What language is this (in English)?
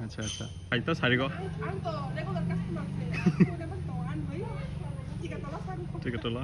Kok Borok